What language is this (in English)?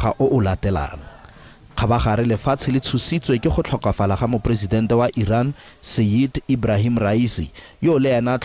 Tswana